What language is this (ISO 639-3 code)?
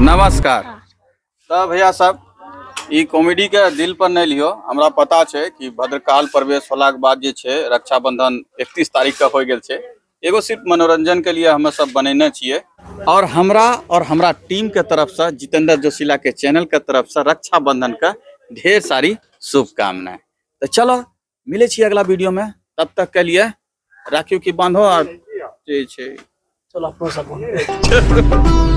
anp